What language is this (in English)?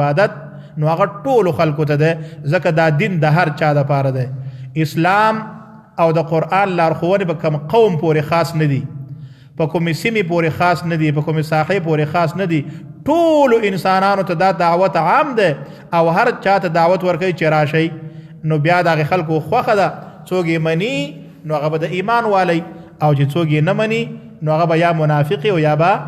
Pashto